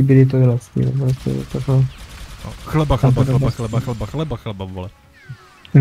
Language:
Czech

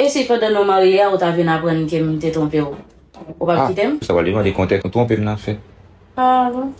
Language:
Haitian Creole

